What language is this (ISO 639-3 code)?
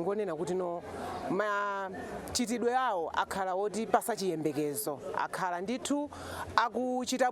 nya